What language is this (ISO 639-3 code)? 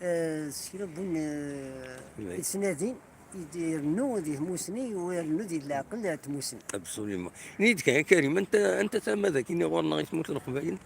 kab